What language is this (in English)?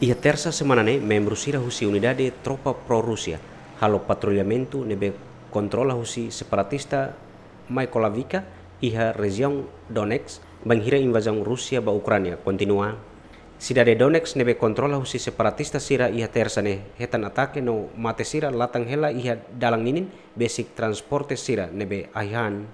Tetum